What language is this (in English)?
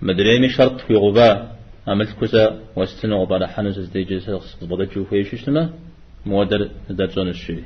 Kabardian